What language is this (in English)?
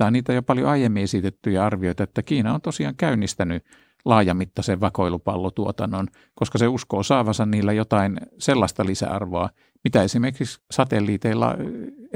Finnish